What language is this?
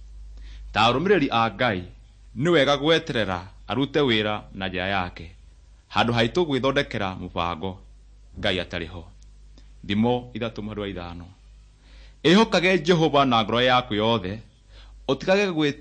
Kikuyu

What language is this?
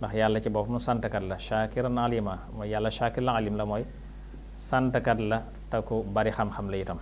Wolof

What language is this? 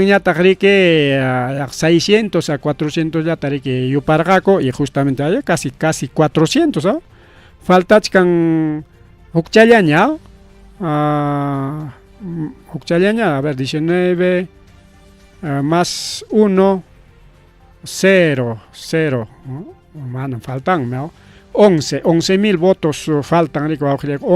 Ayacucho Quechua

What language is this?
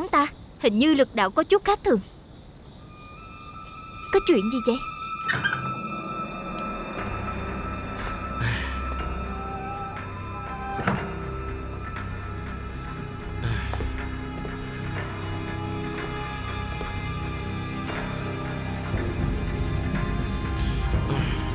Vietnamese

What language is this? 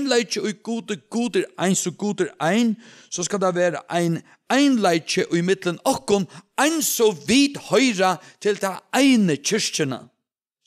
Faroese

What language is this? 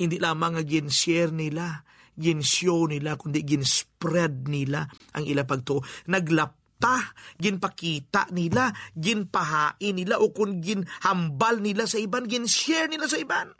Hiligaynon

